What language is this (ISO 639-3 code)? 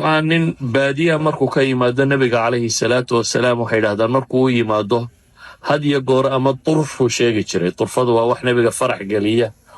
som